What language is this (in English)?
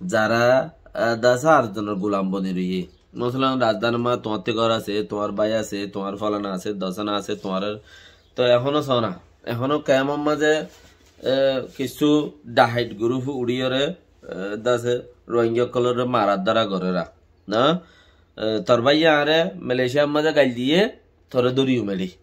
Rohingya